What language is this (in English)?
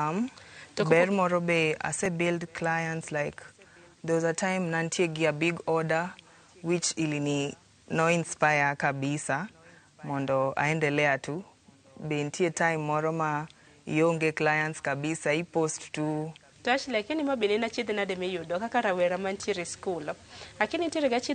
Luo (Kenya and Tanzania)